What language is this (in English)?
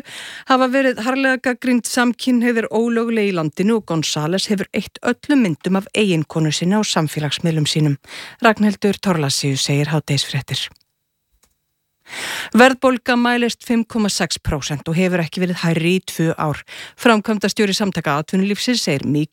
Icelandic